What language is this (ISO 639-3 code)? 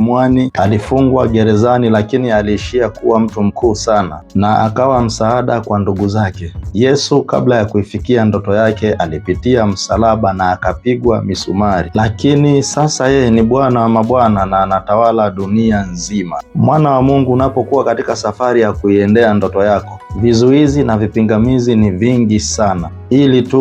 swa